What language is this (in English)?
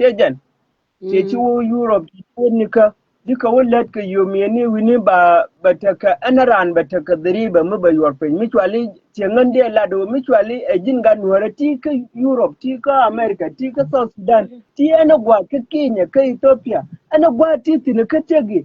Nuer